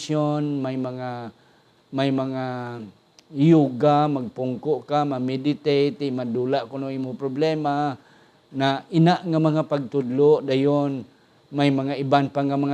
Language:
Hiligaynon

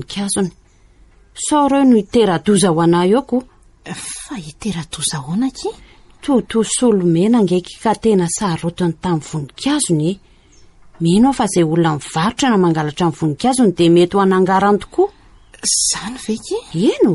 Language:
Malagasy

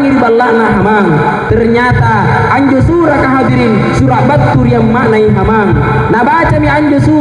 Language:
Makasar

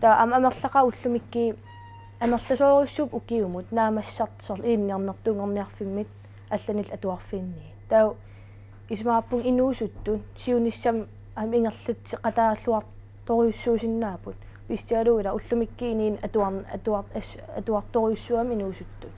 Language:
Kalaallisut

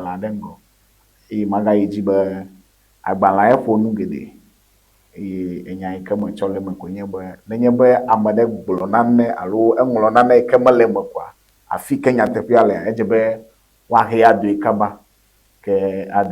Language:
Ewe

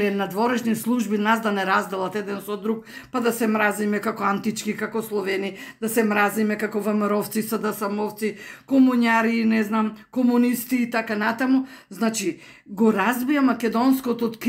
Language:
Macedonian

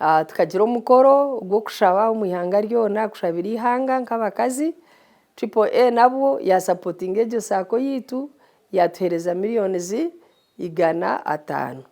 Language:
Nyankole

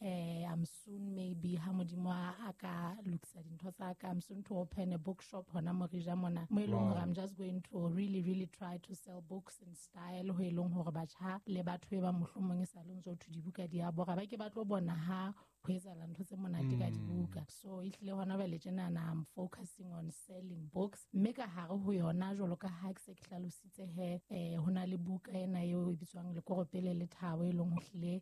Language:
Southern Sotho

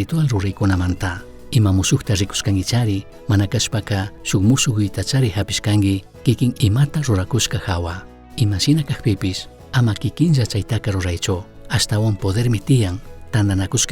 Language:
Chimborazo Highland Quichua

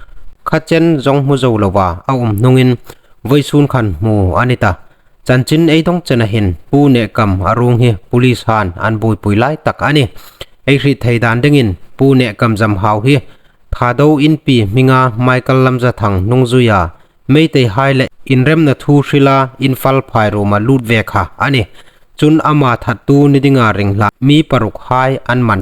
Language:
Hmar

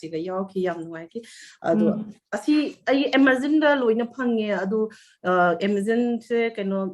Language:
Manipuri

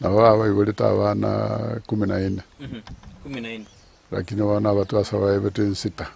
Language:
Gusii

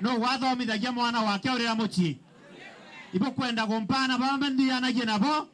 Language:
Meru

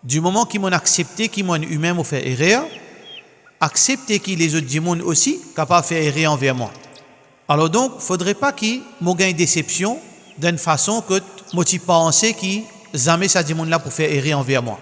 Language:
Morisyen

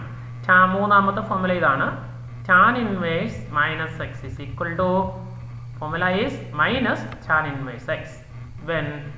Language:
Malayalam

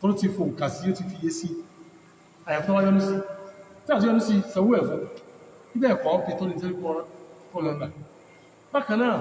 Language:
Yoruba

